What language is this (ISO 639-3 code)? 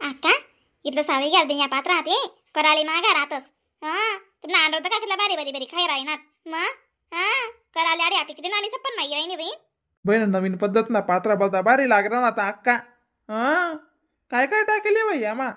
khn